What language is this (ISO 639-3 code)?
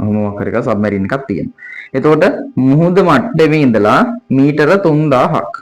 sin